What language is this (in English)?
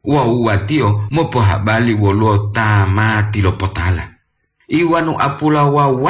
Gorontalo